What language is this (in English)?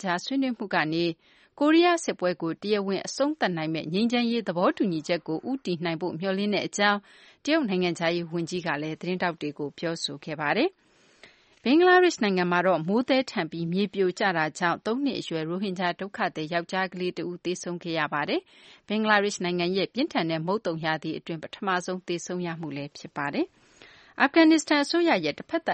Burmese